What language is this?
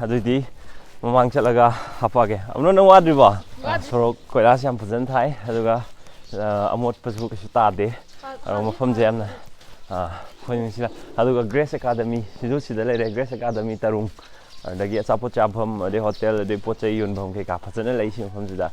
Manipuri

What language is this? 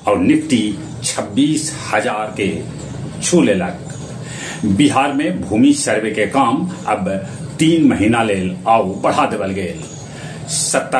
Magahi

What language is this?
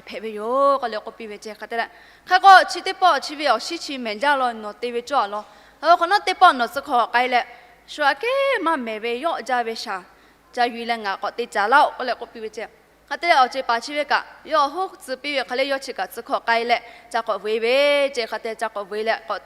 Lahu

